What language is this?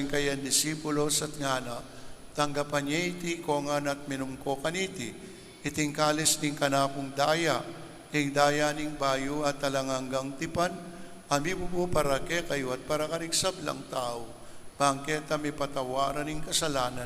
Pampanga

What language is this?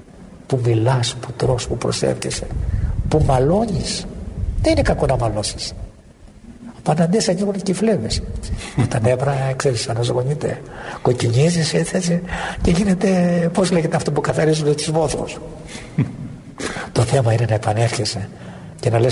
Greek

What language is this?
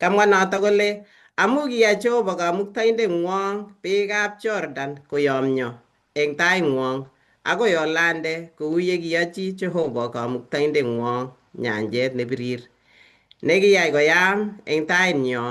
Kalenjin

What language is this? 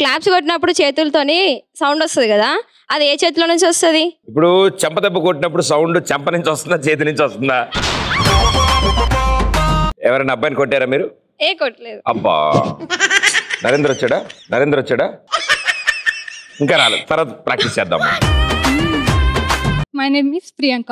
Telugu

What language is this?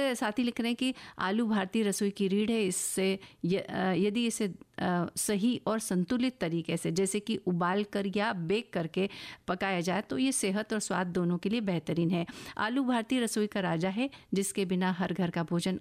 Hindi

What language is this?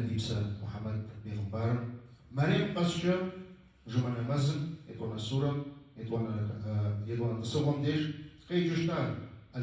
Kabardian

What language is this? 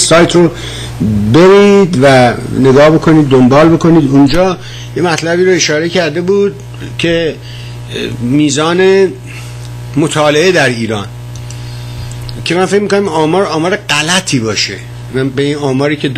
Persian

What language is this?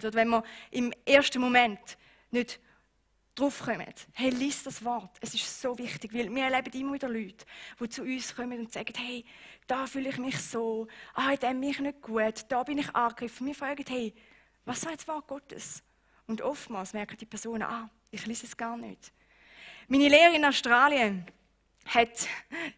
Swiss German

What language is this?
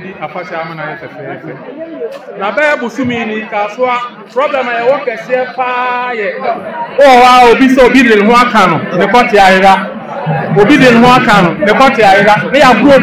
Akan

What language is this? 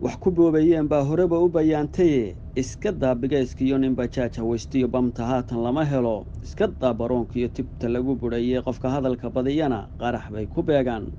Somali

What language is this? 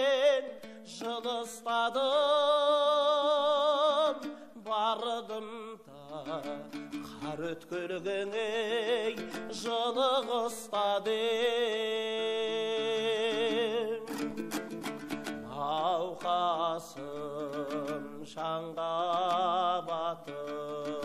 Kazakh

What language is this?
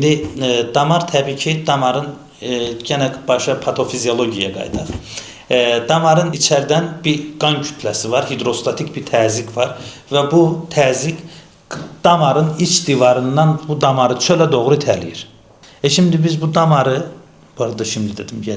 Azerbaijani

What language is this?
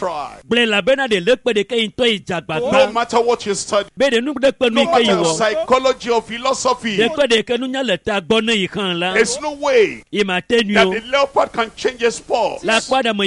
Ewe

